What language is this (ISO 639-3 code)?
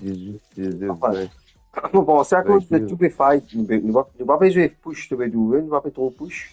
mfe